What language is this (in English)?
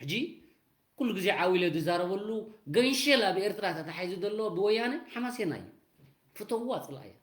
Tigrinya